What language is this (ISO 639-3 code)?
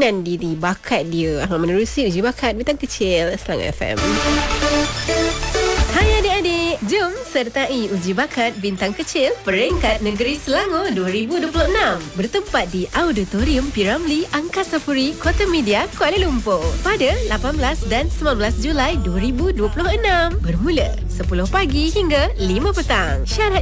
msa